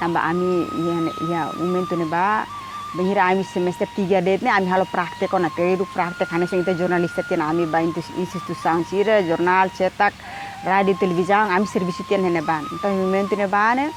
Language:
Tetum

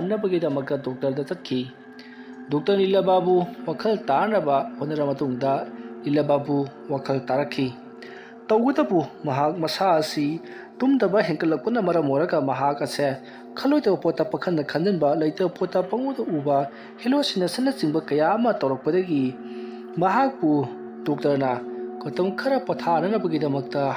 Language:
Manipuri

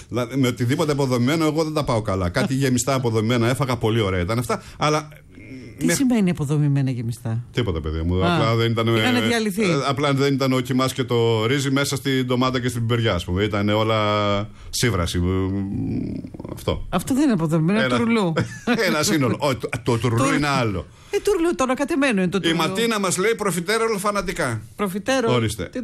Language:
Greek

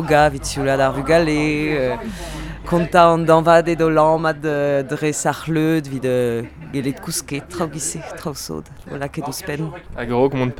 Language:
Breton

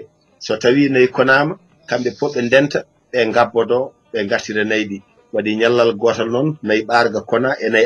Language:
Fula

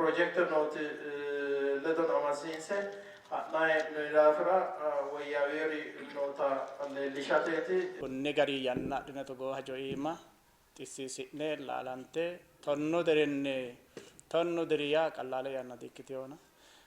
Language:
Sidamo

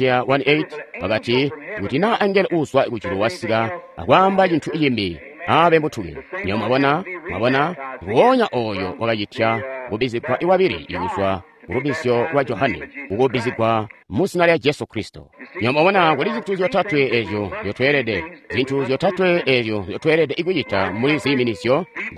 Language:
Tonga (Zambia)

